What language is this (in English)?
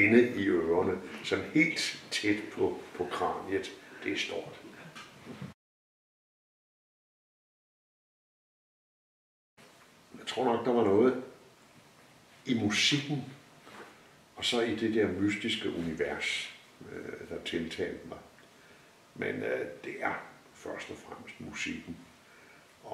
Danish